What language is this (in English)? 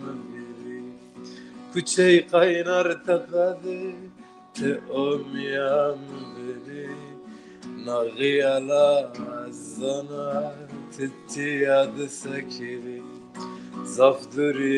Zaza